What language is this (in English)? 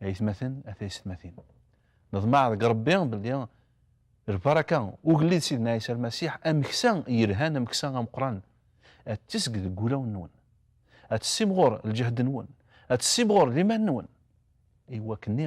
Kabyle